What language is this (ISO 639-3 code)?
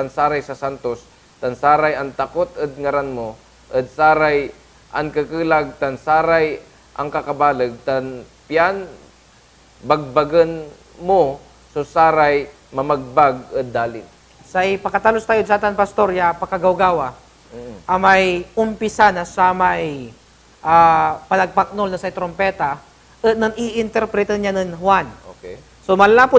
pag